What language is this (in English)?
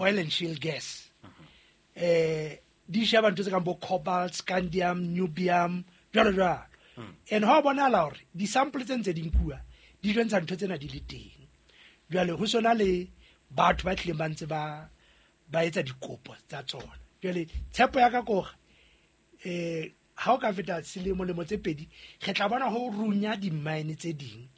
Southern Sotho